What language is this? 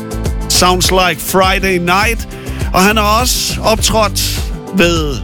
Danish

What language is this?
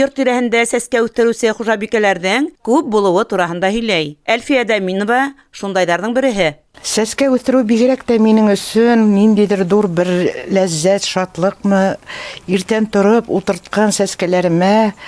Bashkir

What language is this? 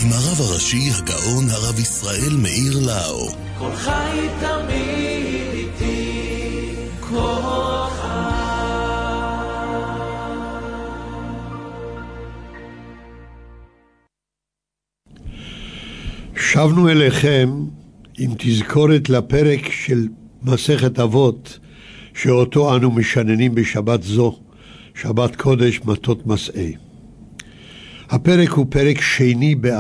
Hebrew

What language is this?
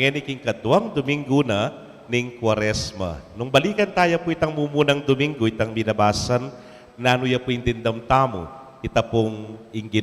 Pampanga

